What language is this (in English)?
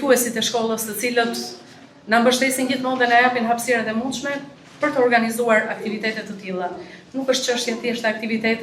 Albanian